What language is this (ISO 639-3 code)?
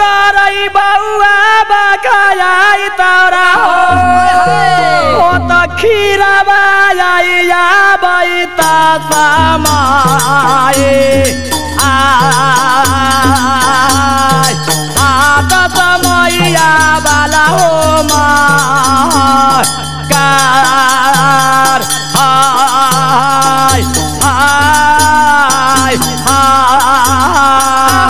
bho